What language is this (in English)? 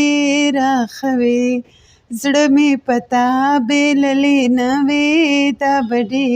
Pashto